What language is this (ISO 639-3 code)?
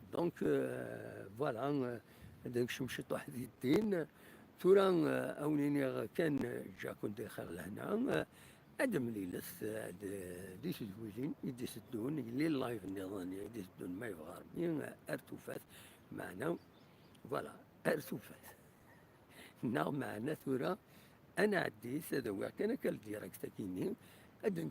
kab